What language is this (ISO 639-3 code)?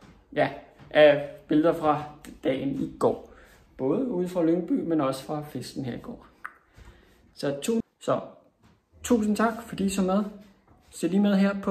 dan